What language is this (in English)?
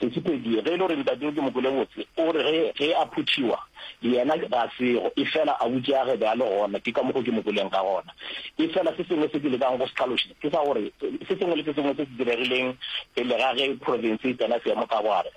Northern Sotho